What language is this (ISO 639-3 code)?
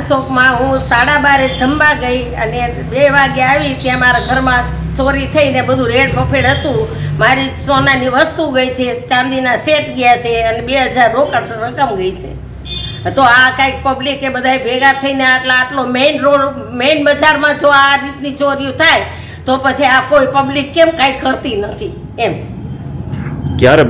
guj